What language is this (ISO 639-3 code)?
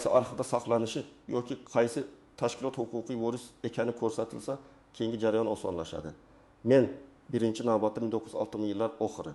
uzb